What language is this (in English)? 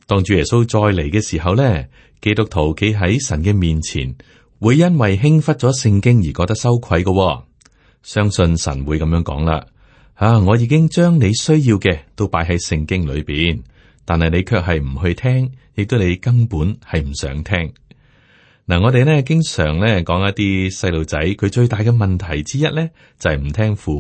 Cantonese